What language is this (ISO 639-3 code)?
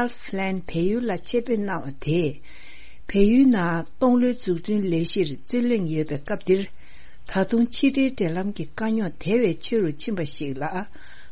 bod